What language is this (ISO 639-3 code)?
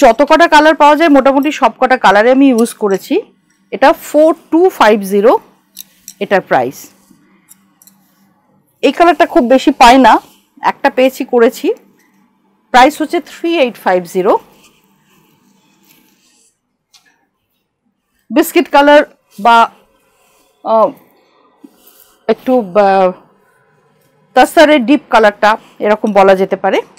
ben